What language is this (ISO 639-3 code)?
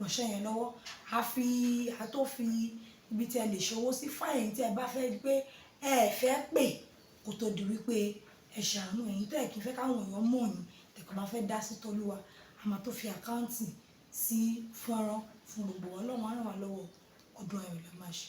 yor